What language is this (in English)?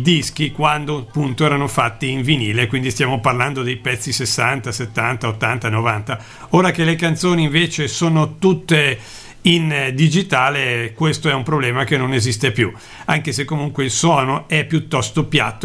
Italian